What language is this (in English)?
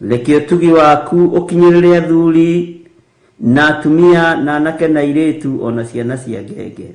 Kikuyu